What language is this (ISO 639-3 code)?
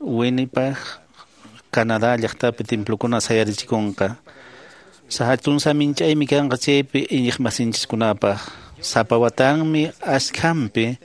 que